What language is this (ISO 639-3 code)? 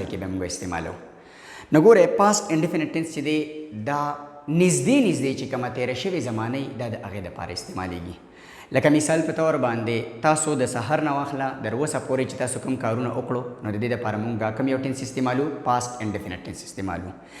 pus